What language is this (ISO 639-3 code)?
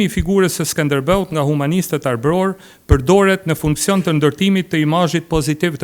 sqi